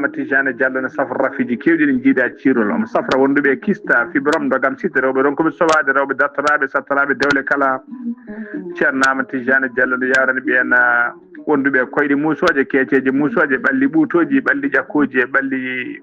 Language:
Fula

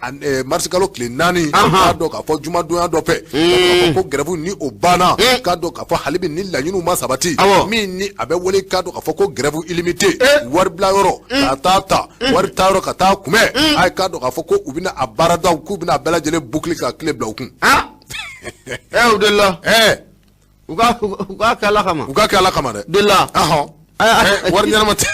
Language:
Bambara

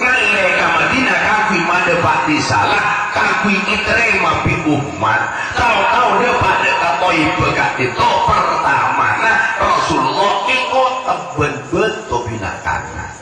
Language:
Madurese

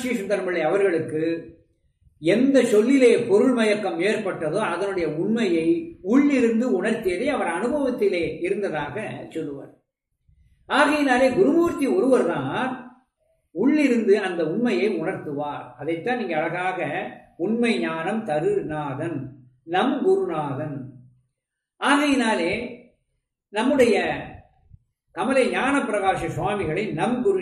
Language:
Tamil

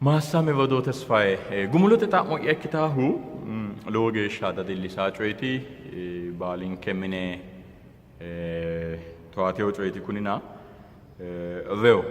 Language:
Sidamo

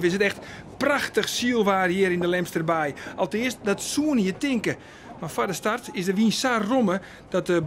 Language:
Western Frisian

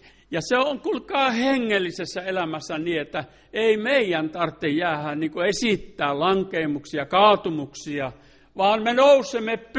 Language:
Finnish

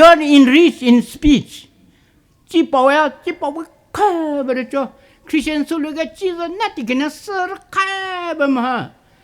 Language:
Poumei Naga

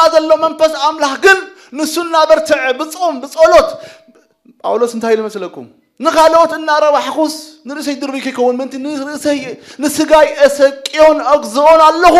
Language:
Tigrinya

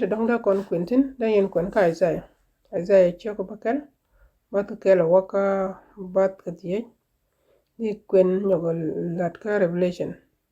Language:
Nuer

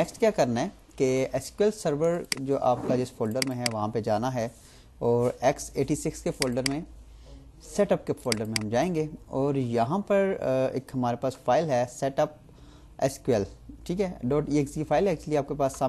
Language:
Hindi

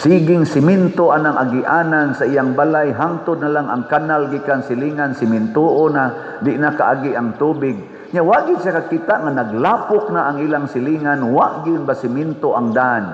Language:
Cebuano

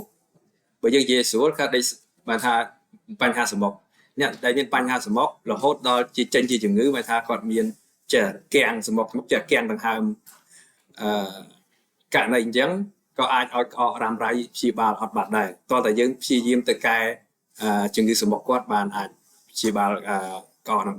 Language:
Khmer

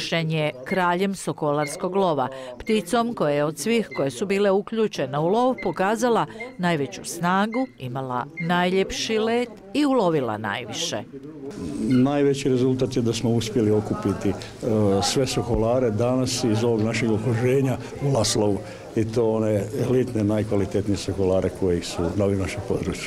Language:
Croatian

